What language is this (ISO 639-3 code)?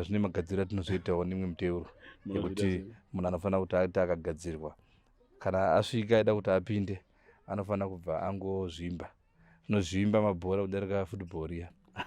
sna